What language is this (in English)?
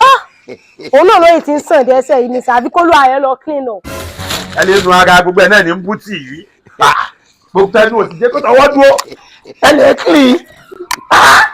Yoruba